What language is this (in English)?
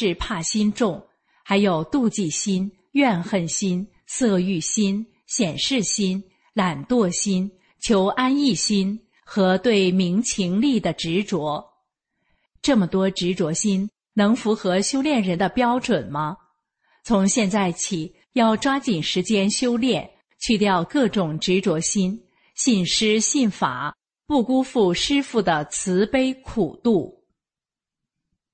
Chinese